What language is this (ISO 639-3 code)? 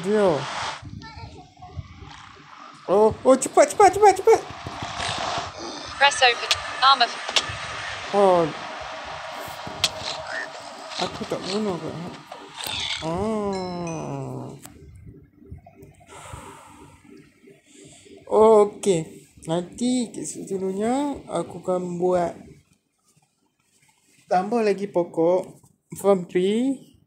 msa